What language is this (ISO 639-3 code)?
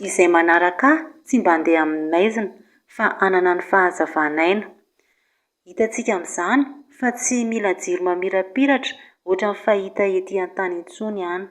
mlg